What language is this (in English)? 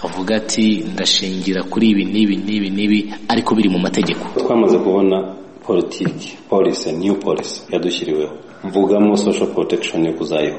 Kinyarwanda